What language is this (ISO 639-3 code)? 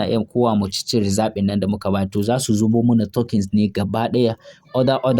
hau